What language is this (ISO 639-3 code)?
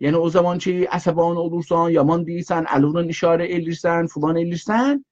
azb